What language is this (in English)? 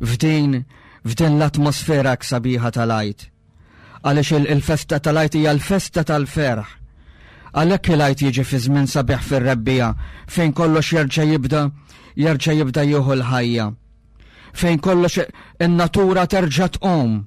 Maltese